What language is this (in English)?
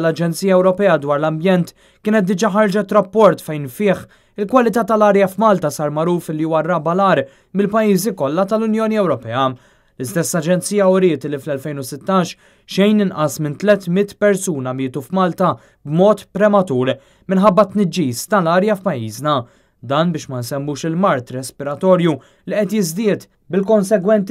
Maltese